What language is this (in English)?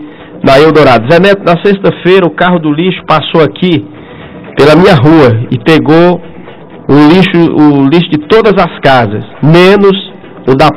Portuguese